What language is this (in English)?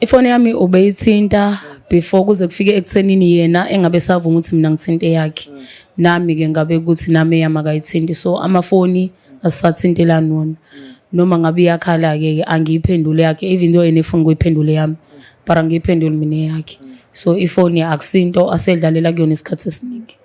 Zulu